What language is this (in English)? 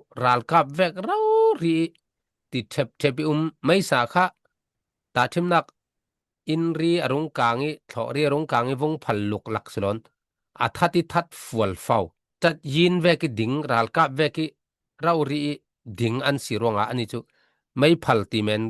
Falam Chin